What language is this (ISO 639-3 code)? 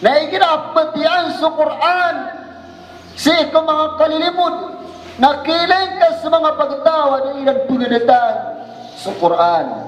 mrw